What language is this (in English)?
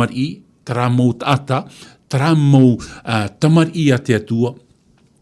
Tahitian